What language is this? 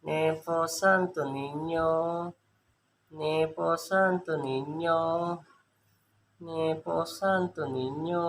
Hiligaynon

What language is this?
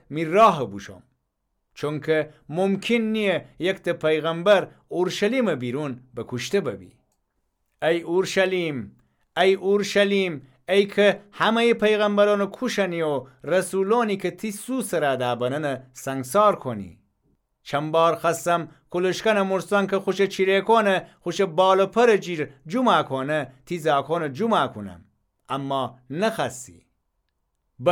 Gilaki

